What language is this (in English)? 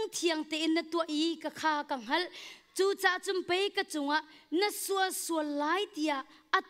Hakha Chin